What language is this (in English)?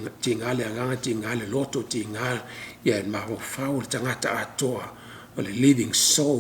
Samoan